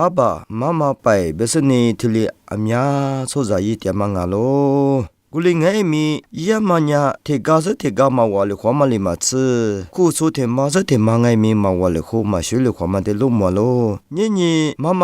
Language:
Lisu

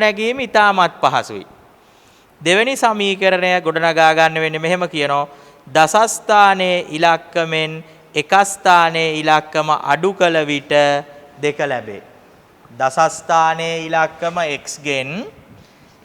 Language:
Sinhala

